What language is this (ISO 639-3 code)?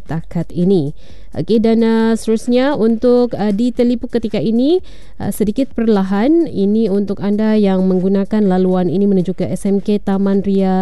msa